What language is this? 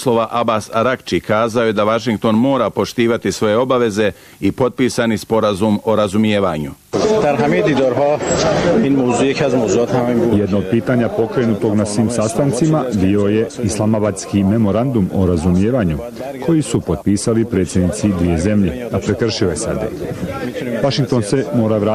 Bosnian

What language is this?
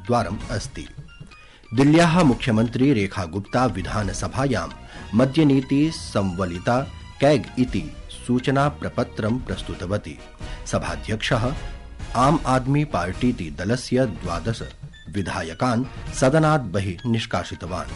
Sanskrit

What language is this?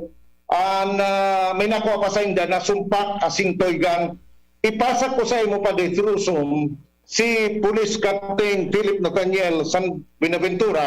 Bikol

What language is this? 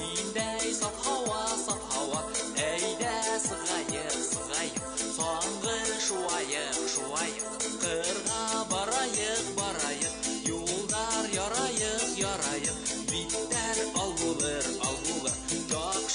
Bashkir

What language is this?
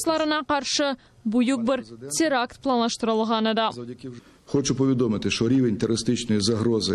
Crimean Tatar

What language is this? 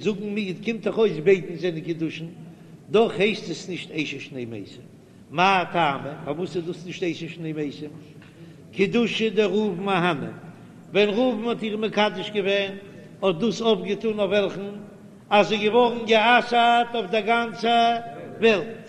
Yiddish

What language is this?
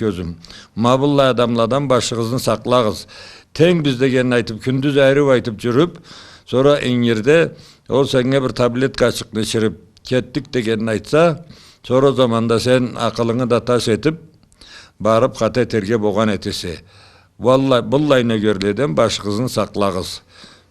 Karachay-Balkar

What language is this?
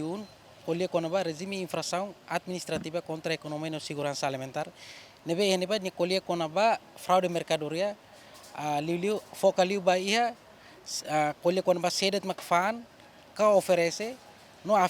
Tetum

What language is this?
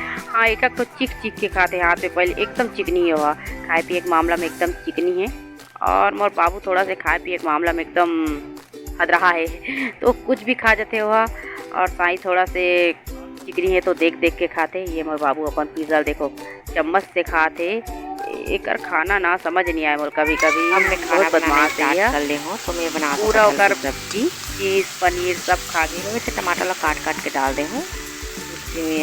Chhattisgarhi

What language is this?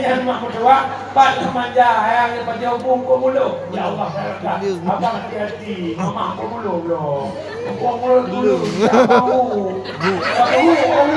Achinese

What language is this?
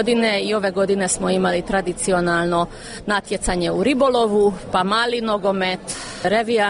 Croatian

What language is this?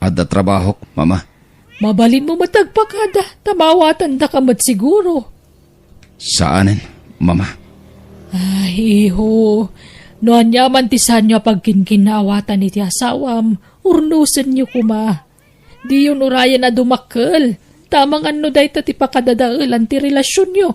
Iloko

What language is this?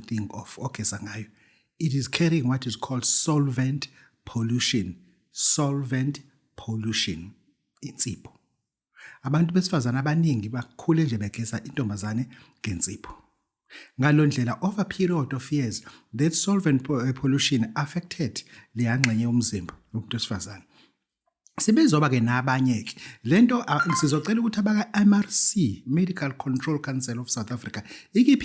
Zulu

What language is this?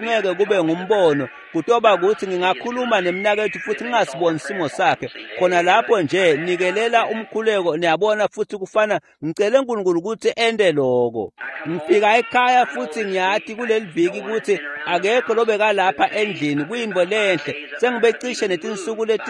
Swati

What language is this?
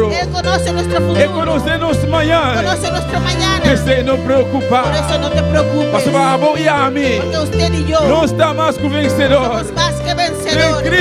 Papiamento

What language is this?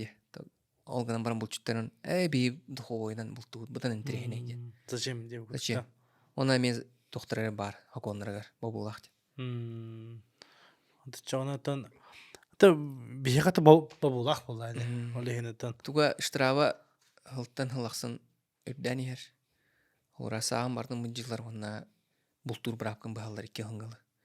Yakut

